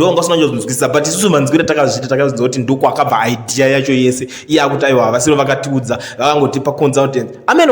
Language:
Shona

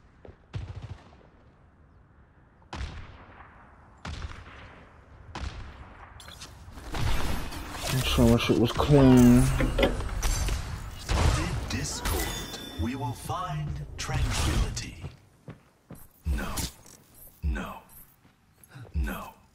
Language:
English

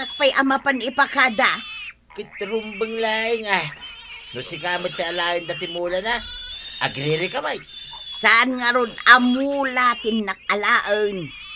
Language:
Iloko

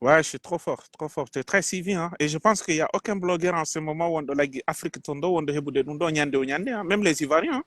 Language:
Pular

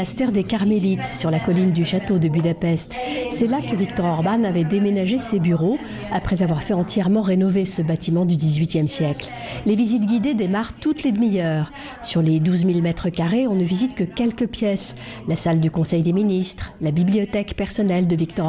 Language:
French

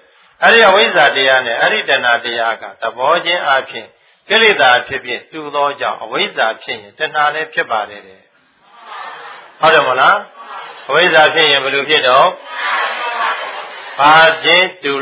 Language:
Burmese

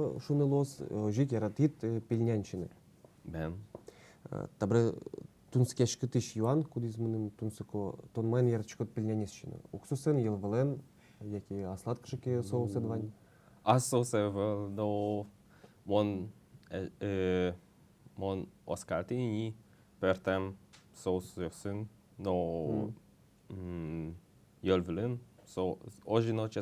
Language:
Udmurt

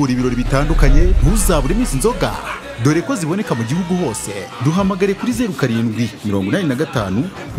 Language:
Kinyarwanda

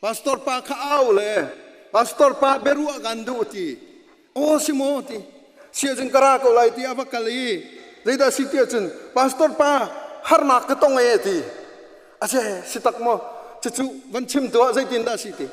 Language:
Hakha Chin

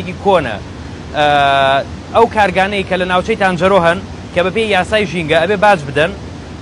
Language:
Central Kurdish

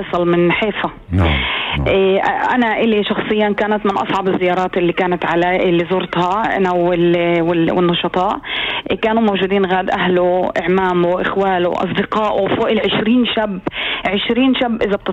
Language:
North Levantine Arabic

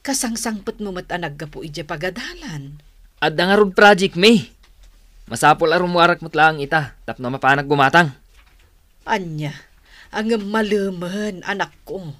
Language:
Iloko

